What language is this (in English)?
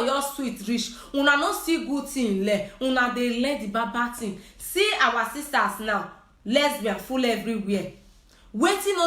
Nigerian Pidgin